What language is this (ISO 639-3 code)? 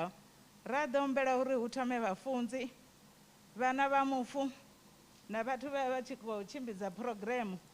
ven